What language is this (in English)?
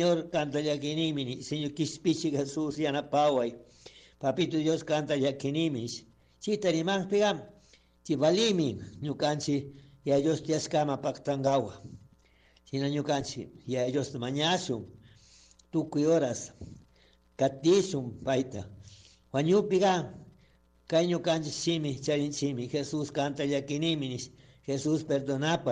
Chimborazo Highland Quichua